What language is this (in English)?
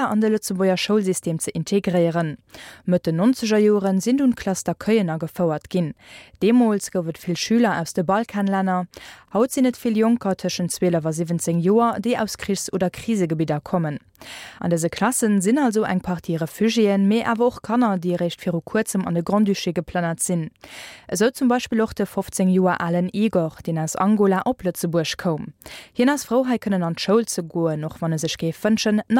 Luxembourgish